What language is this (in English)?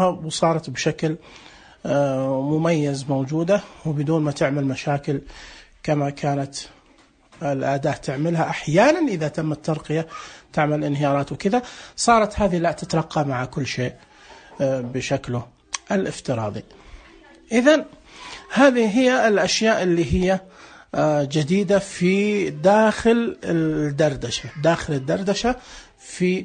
Najdi Arabic